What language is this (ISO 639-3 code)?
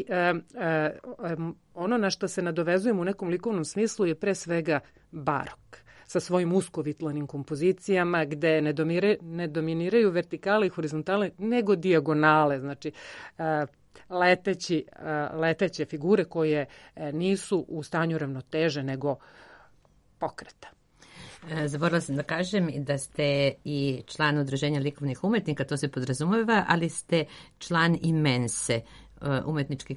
srp